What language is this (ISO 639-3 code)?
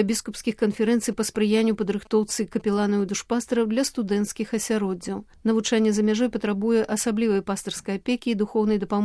bel